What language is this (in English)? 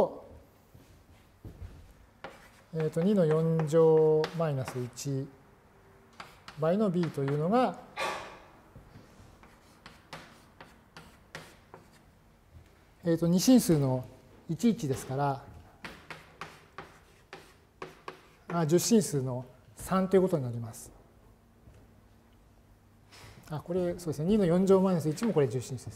Japanese